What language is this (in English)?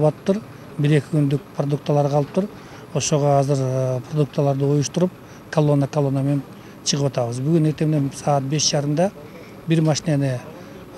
Kyrgyz